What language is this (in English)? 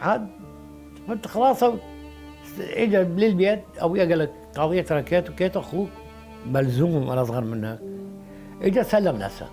Mesopotamian Arabic